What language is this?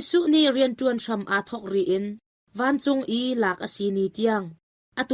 Hakha Chin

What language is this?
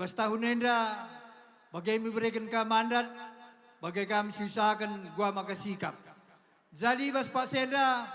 Batak Karo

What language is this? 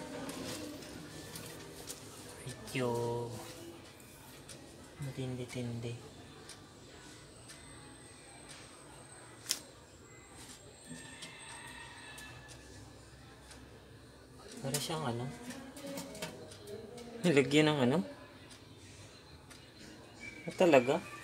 Filipino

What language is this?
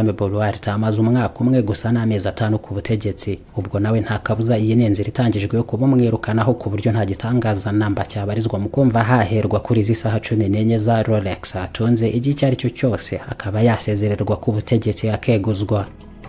Kinyarwanda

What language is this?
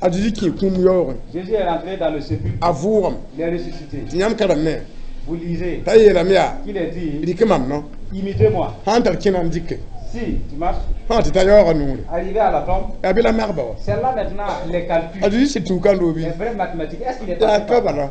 Mossi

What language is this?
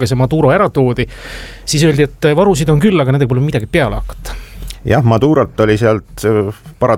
Estonian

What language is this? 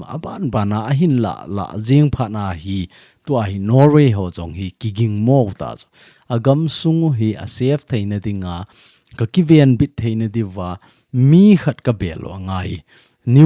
Thado Chin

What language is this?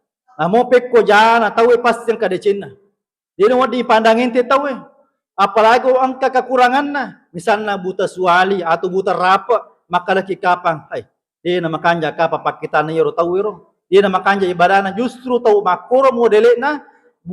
Buginese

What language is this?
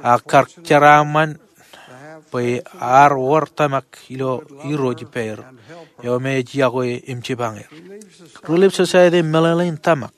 Marshallese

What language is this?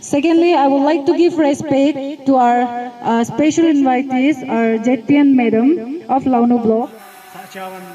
Wancho Naga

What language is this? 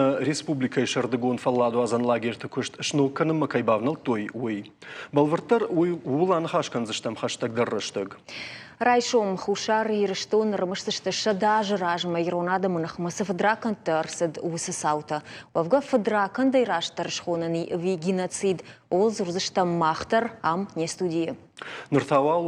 Ossetic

